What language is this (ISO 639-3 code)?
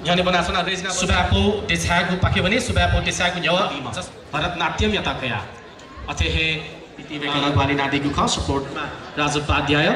new